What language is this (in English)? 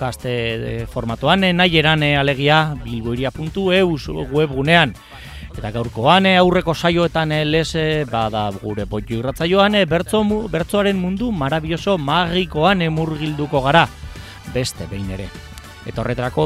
Basque